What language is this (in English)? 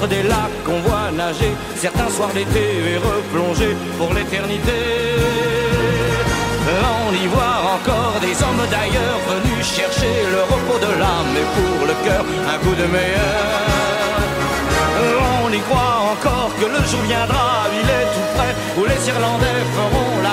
French